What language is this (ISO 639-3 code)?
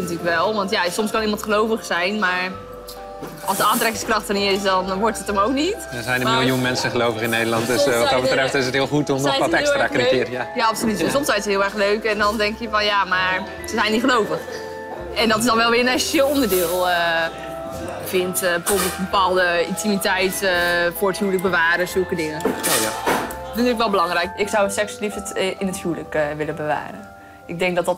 nld